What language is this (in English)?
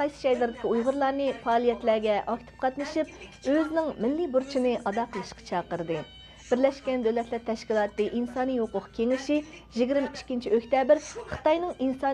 Uyghur